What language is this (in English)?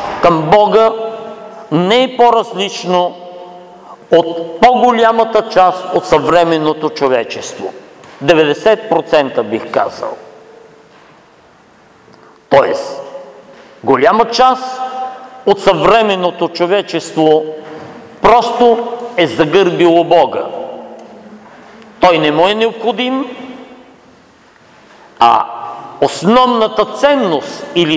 Bulgarian